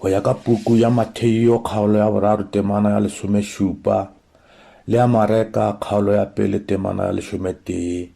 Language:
Northern Sotho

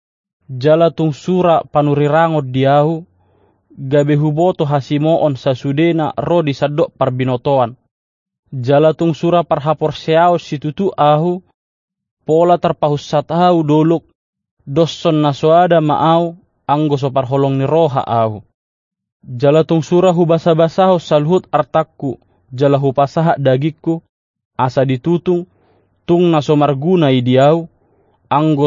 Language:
Batak Toba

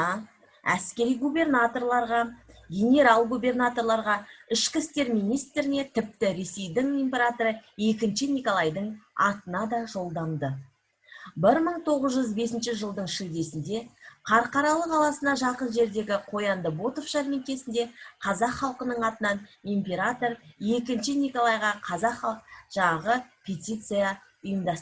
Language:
Kazakh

